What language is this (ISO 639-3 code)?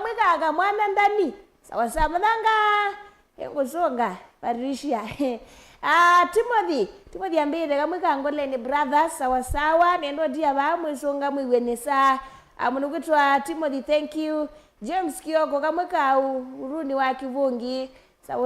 kam